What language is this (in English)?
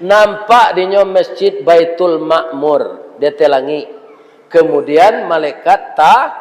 Minangkabau